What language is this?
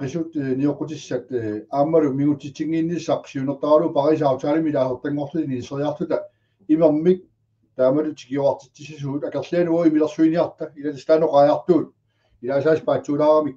Kalaallisut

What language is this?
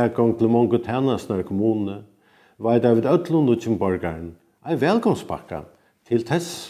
Faroese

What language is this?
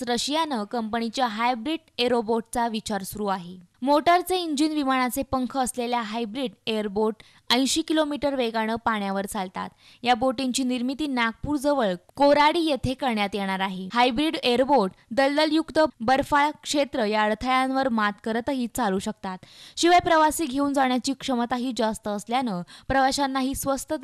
Marathi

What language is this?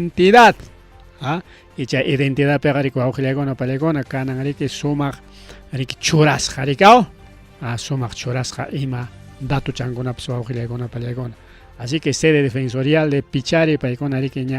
Ayacucho Quechua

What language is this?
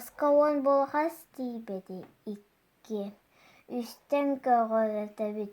Yakut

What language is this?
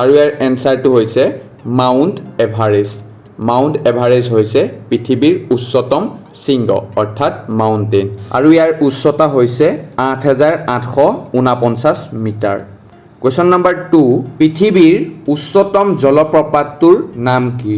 Assamese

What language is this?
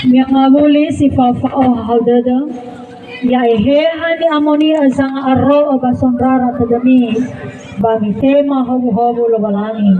Nias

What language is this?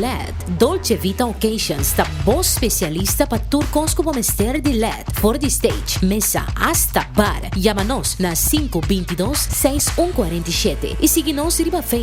Papiamento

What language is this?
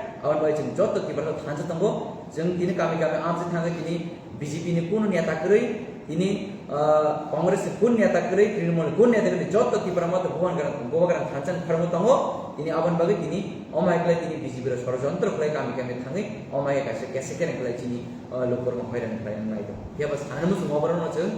Kok Borok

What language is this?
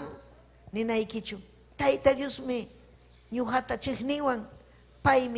Ayacucho Quechua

